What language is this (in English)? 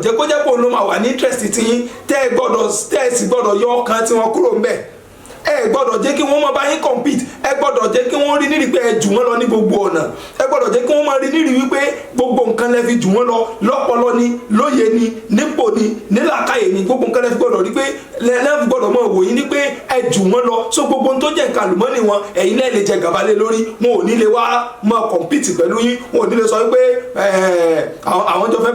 Yoruba